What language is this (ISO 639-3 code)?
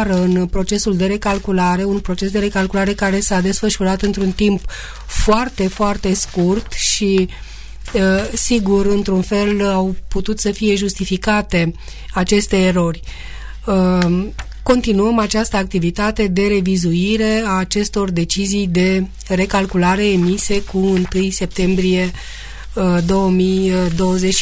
ron